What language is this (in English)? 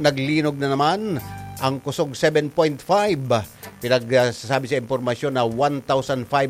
Bikol